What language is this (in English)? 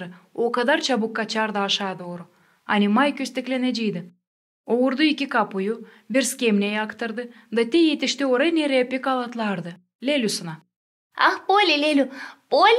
Gagauz